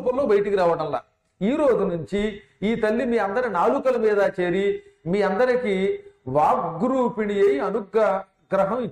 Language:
Telugu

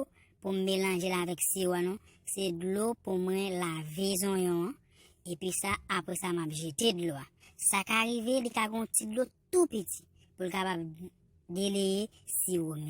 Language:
Haitian Creole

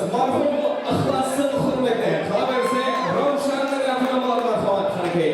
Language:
Kara-Kalpak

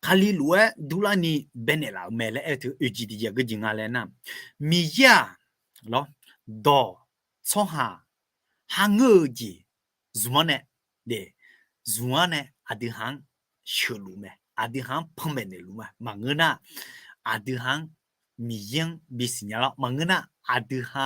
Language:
Akha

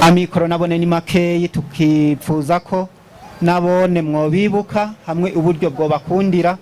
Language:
Rundi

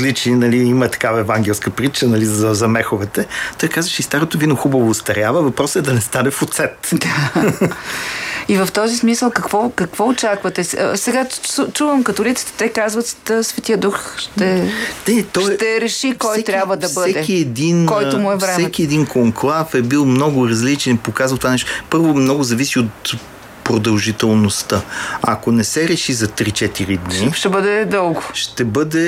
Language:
Bulgarian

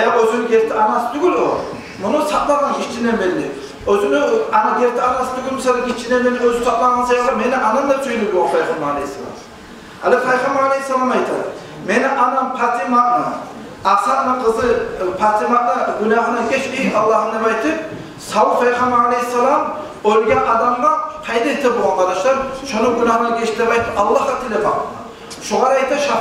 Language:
Kumyk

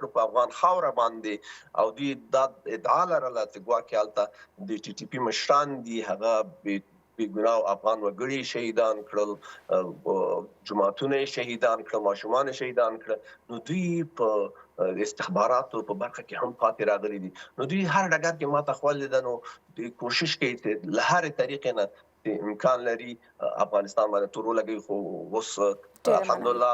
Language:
Pashto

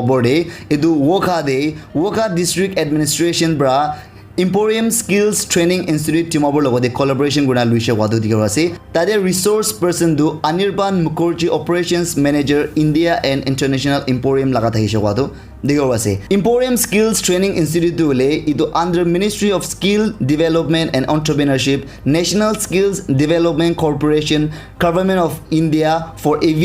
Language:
Naga Pidgin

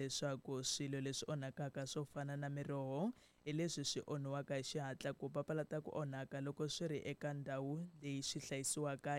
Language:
Tsonga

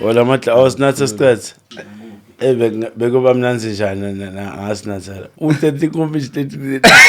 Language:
Zulu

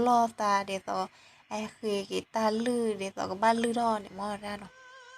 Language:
S'gaw Karen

